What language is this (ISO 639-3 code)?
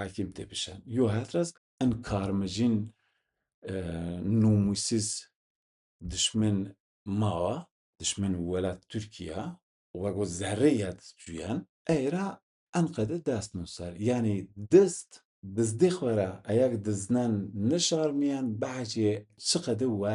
zza